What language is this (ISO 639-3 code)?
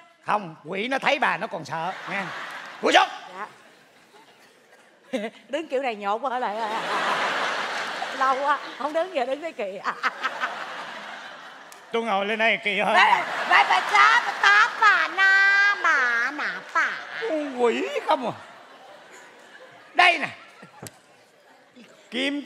vie